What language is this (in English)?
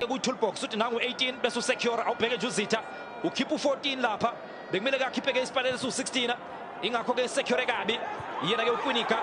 Zulu